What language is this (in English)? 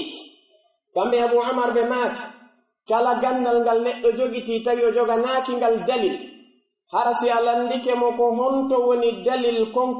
Pular